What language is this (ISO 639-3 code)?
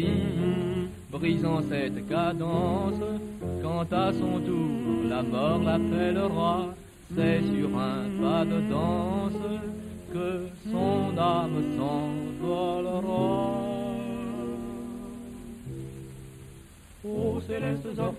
fra